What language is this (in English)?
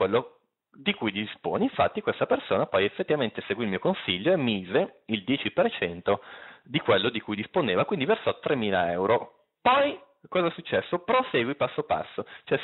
Italian